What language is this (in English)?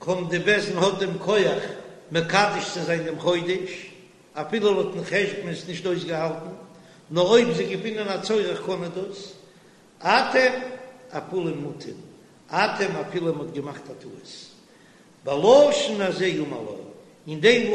Yiddish